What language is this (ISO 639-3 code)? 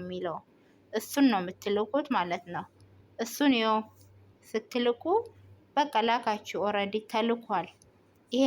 amh